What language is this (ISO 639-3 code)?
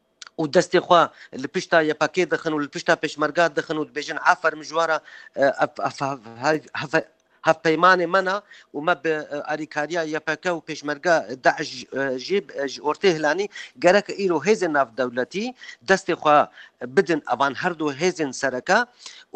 kur